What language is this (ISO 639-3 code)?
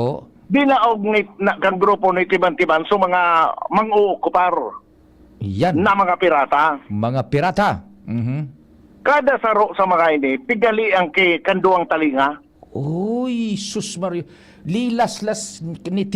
bik